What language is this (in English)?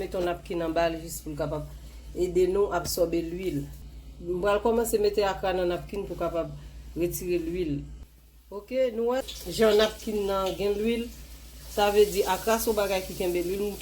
Haitian Creole